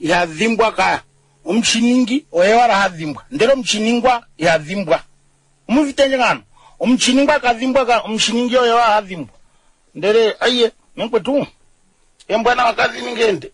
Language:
Kuanyama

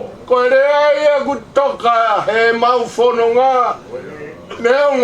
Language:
Tongan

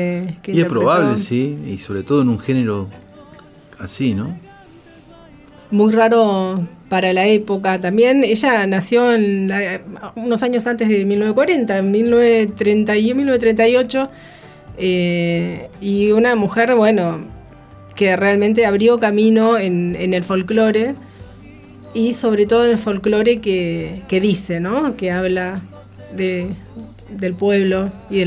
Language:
Spanish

